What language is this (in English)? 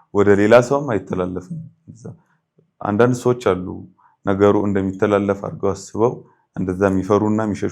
Amharic